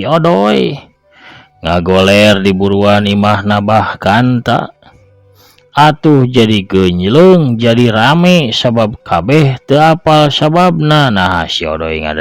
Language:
Sundanese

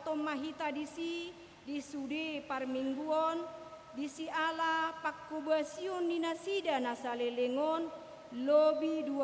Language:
Batak Toba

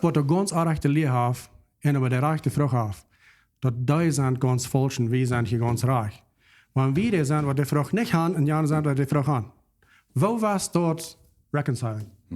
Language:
Plautdietsch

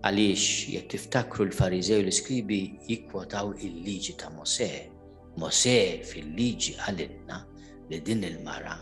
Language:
Maltese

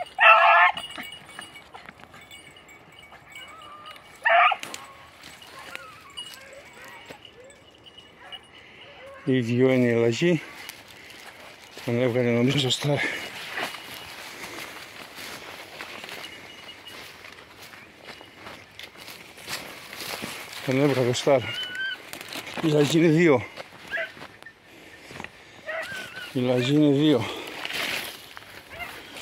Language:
Greek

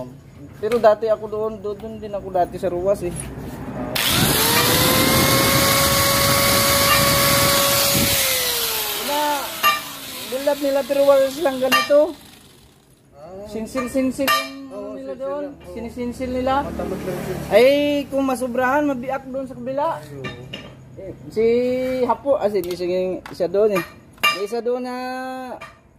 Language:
Filipino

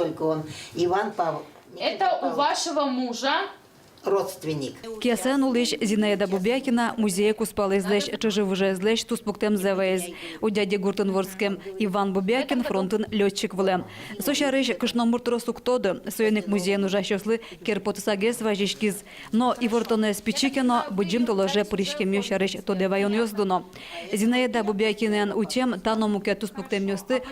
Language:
Udmurt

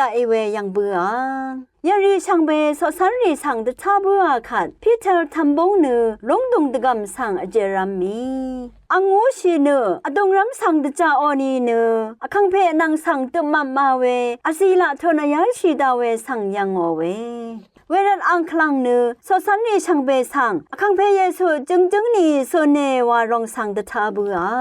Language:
Rawang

